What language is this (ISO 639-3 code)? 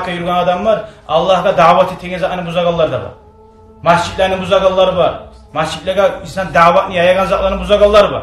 kum